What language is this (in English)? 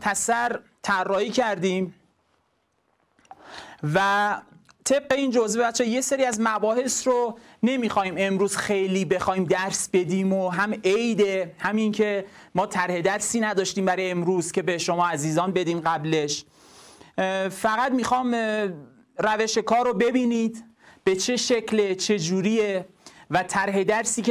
Persian